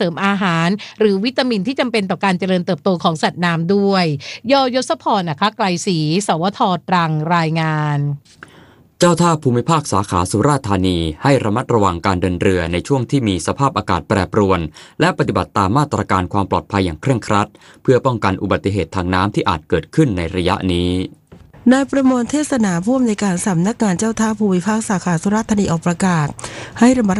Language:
Thai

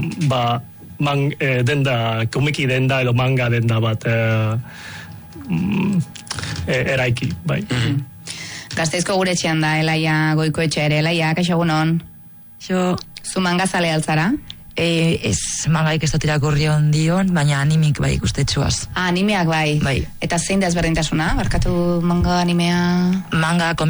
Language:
Basque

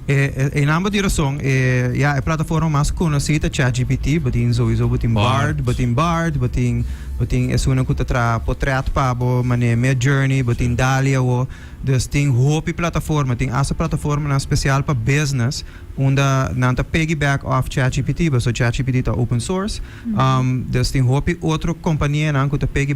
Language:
Papiamento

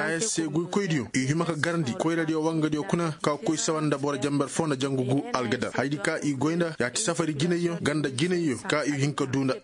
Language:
Koyraboro Senni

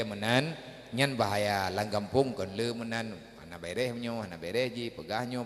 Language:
Achinese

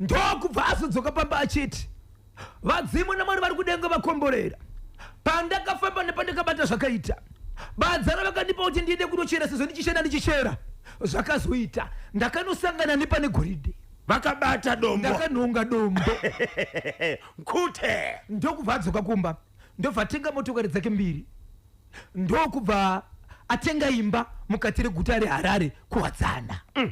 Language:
Shona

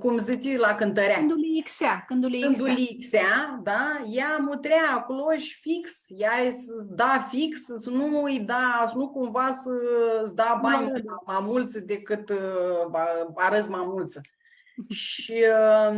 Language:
Aromanian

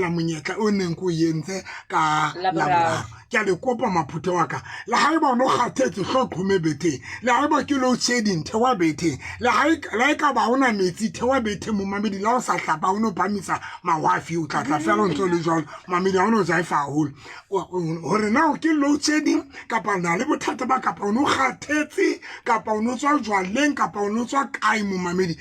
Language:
Southern Sotho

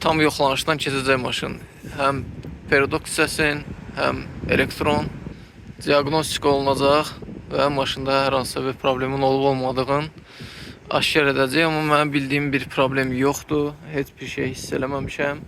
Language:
Azerbaijani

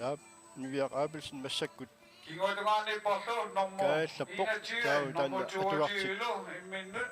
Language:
Kalaallisut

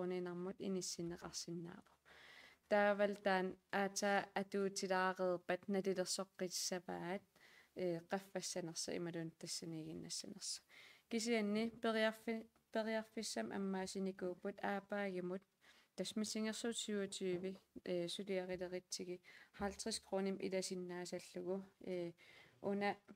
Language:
Kalaallisut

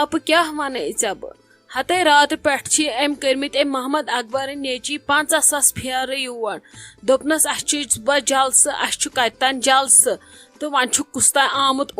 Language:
Kashmiri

